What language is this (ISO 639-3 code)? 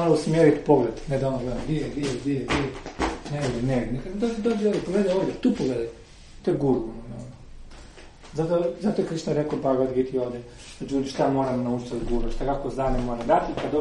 hrv